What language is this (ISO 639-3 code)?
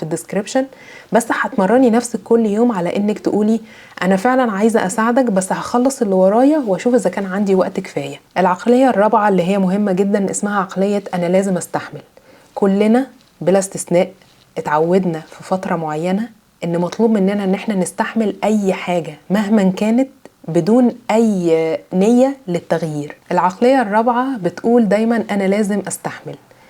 arz